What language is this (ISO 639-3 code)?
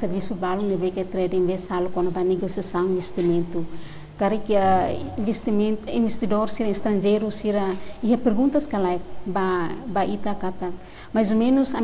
tet